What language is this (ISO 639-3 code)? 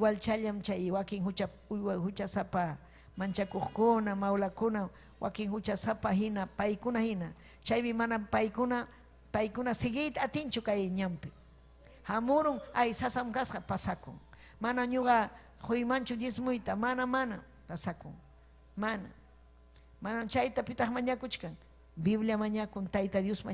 quy